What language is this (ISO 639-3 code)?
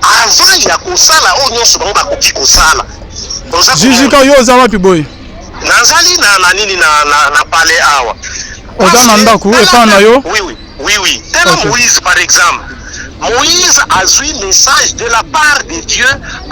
lin